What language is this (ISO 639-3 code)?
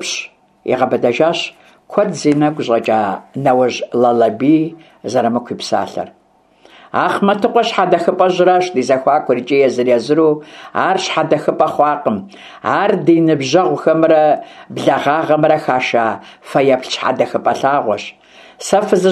kbd